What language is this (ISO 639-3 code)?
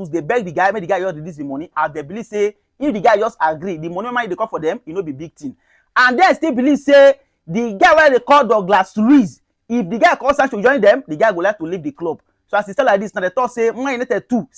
pcm